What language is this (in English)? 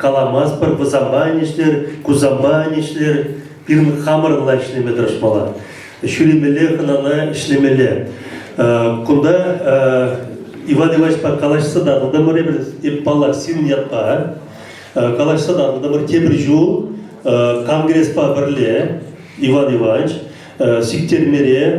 Chuvash